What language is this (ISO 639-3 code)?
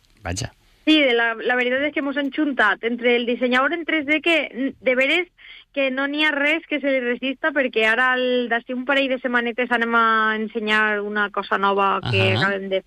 cat